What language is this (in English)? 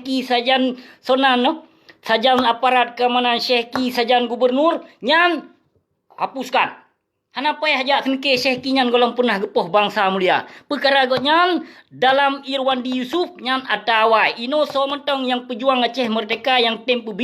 Achinese